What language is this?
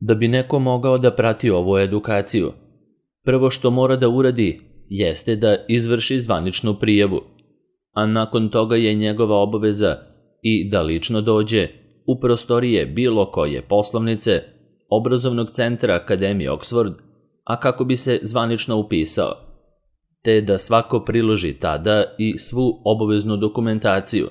Serbian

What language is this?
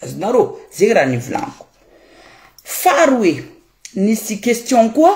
Malagasy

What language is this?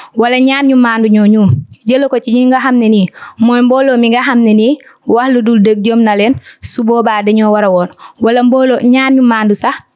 Wolof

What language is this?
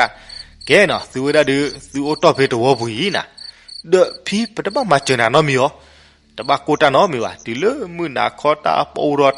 S'gaw Karen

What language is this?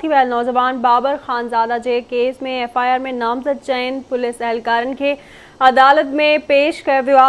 Sindhi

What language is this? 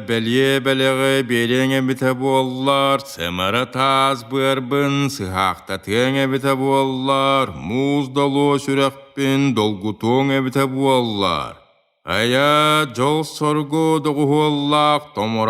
Yakut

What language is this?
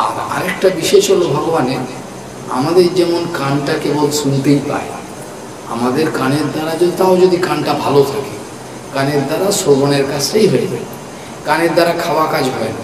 Bangla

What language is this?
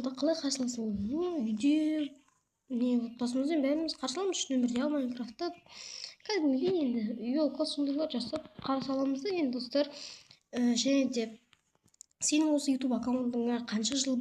Kazakh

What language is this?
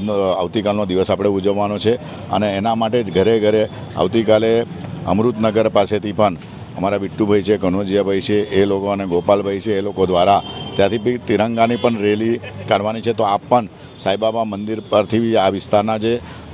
Gujarati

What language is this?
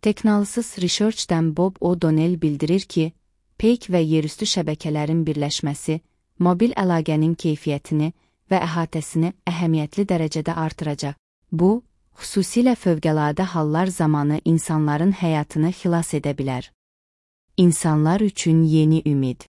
Azerbaijani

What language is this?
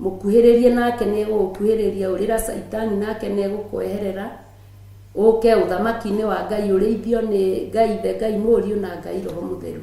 Kikuyu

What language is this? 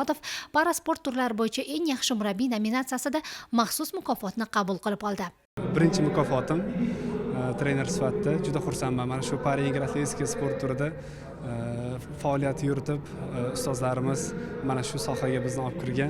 Uzbek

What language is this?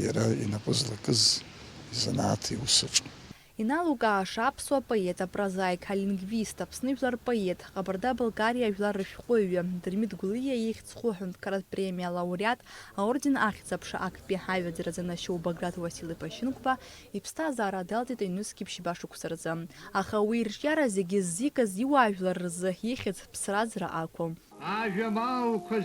Abkhazian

